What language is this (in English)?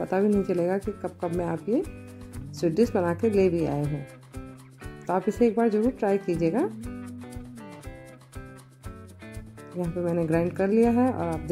Hindi